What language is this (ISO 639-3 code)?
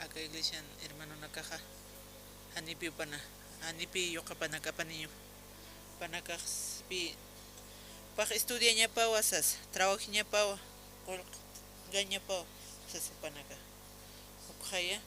aym